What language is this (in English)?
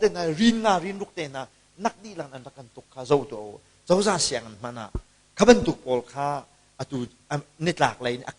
Hakha Chin